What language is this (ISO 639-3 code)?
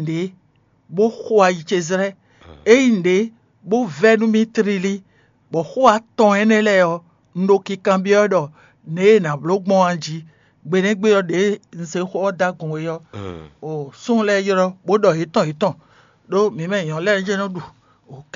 fon